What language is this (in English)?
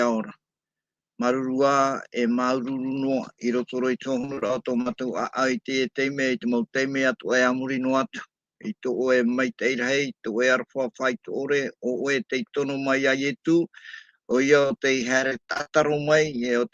Tahitian